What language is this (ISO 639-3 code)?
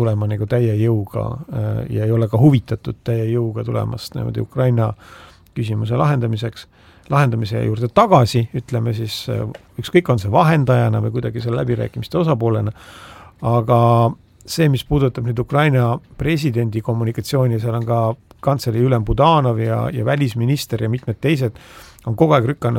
est